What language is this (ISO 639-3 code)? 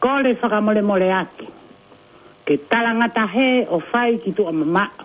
ton